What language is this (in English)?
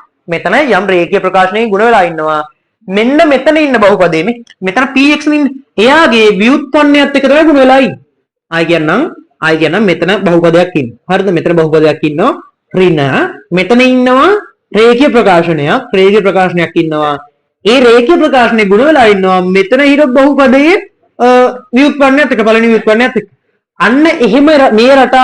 Sinhala